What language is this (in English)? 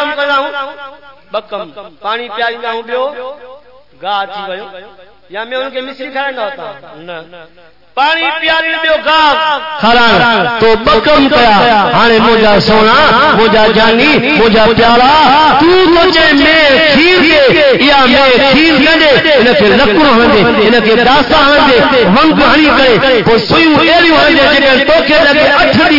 Saraiki